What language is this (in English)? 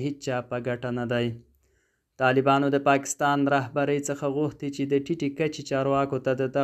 Pashto